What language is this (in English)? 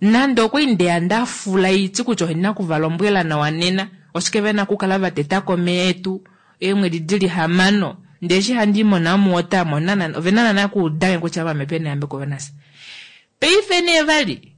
Kuanyama